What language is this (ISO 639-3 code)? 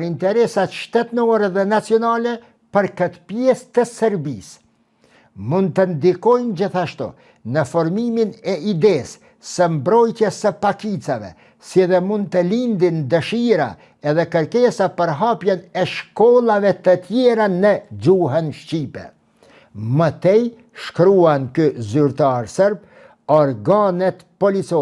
sqi